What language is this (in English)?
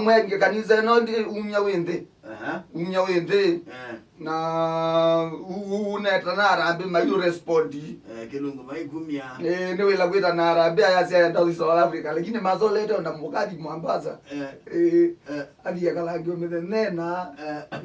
Kamba